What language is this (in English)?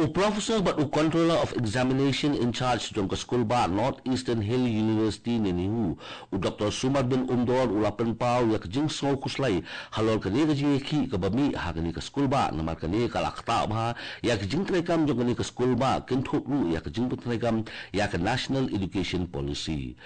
Khasi